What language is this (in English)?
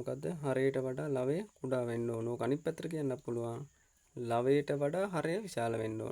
Sinhala